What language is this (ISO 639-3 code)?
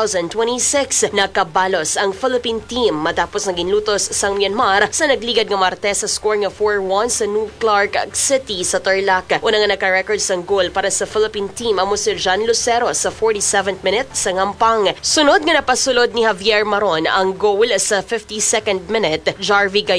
hil